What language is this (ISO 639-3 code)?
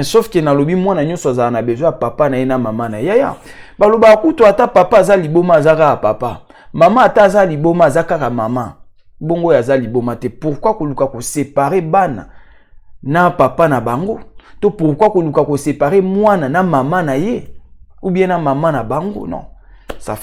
lin